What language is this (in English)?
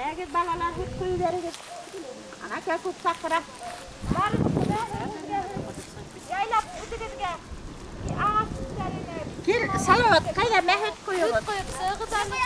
Bashkir